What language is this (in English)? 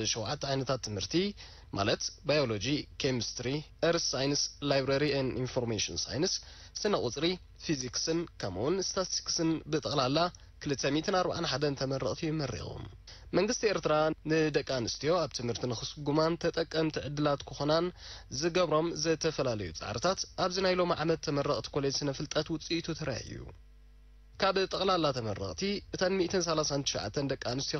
Tigrinya